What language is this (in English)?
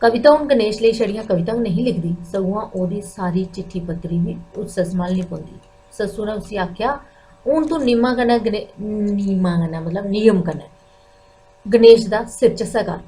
Dogri